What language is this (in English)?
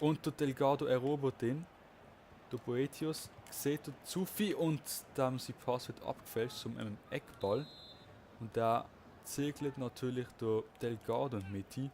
Swiss German